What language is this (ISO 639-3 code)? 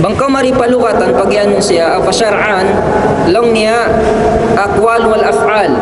tsg